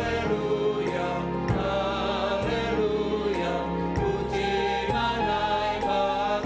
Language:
Batak Simalungun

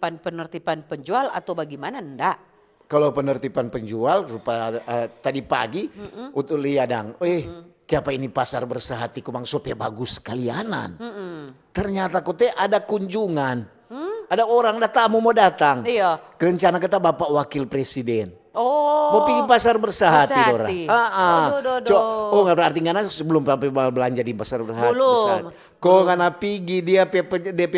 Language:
Manado Malay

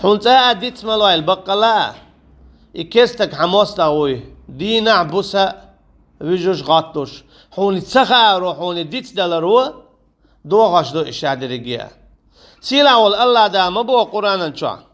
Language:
Chechen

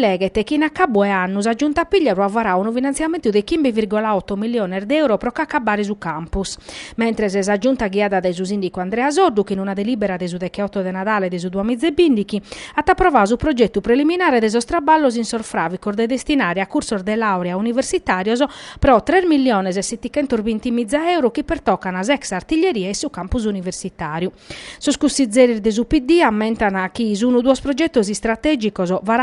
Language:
Sardinian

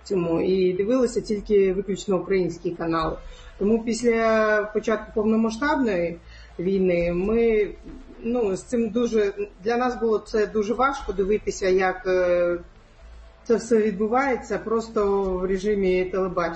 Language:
Ukrainian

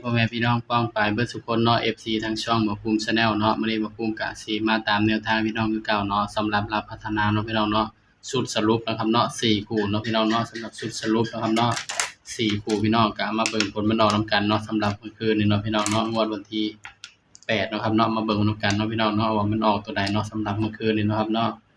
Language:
Northeastern Thai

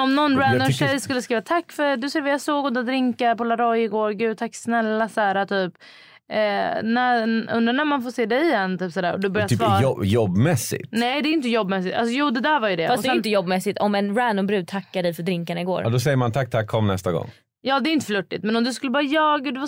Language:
Swedish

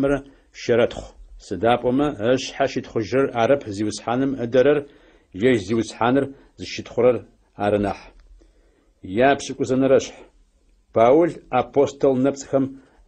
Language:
Adyghe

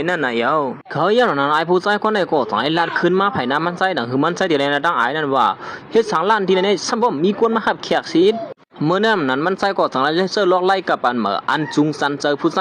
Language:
Shan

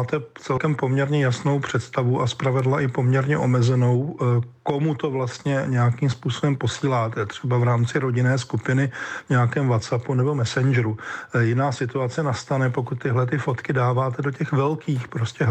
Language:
Czech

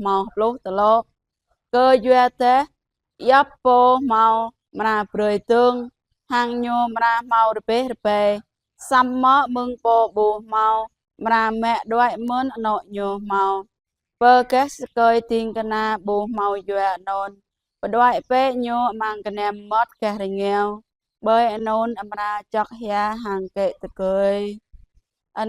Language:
Jarai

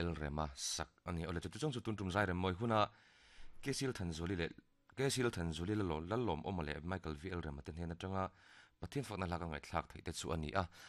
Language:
Mizo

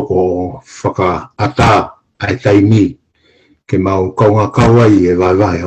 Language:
Tongan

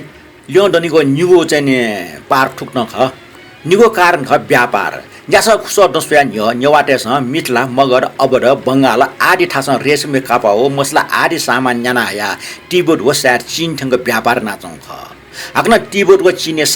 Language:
Newari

